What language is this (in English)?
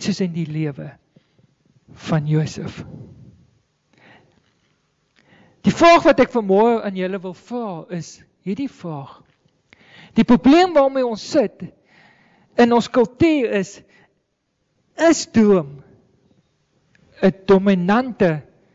Afrikaans